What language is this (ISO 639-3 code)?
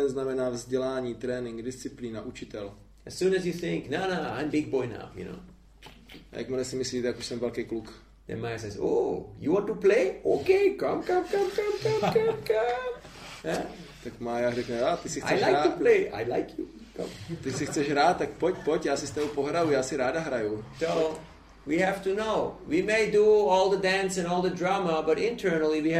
ces